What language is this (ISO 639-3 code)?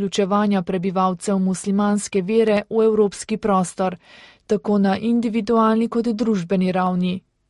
slv